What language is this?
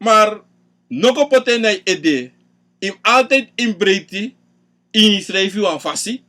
Sranan Tongo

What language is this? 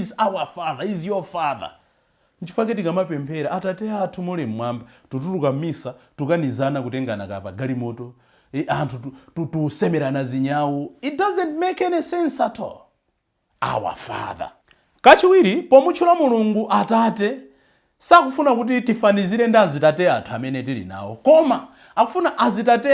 Nyanja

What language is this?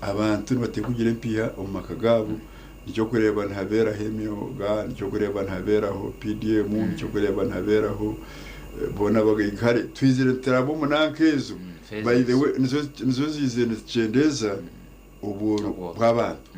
Nyankole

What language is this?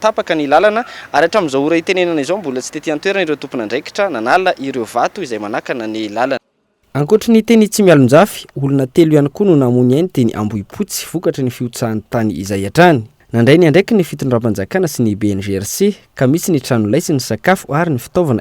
Malagasy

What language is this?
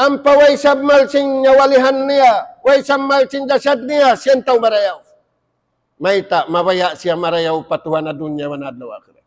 Tausug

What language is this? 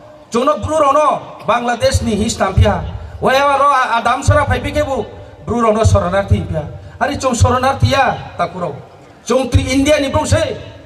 Riang (India)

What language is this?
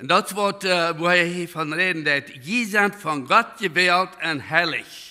Plautdietsch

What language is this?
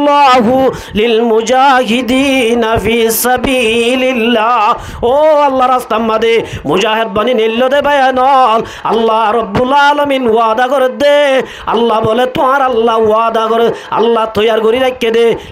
Rohingya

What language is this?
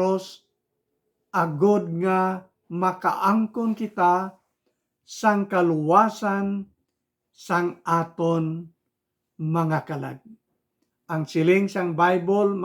Hiligaynon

